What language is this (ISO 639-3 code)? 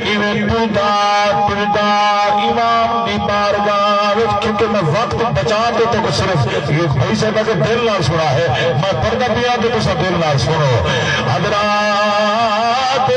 skr